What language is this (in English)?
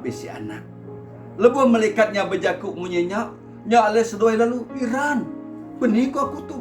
Iban